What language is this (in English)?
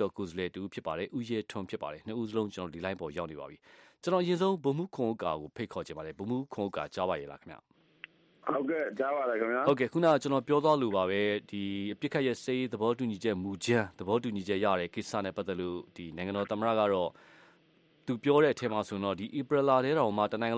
Burmese